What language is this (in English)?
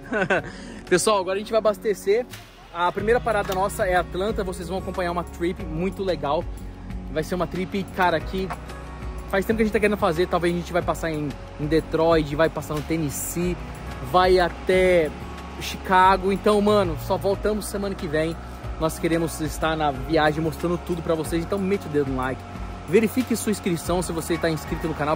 Portuguese